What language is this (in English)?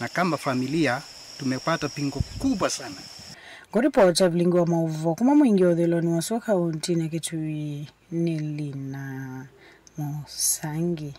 Kamba